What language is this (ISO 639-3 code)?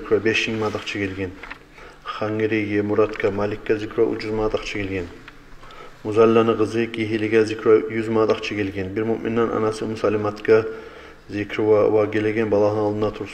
kum